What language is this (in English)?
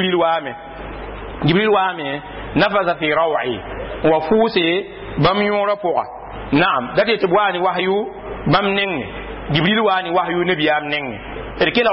Mossi